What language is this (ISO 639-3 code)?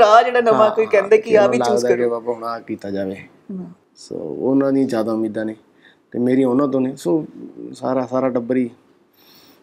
pan